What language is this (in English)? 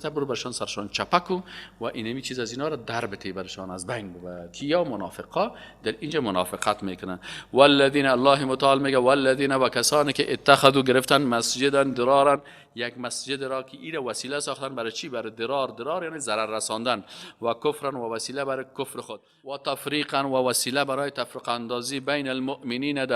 Persian